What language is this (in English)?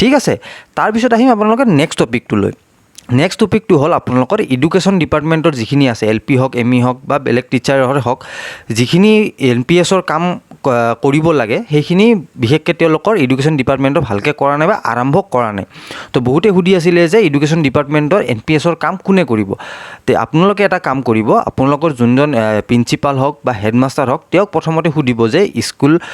Assamese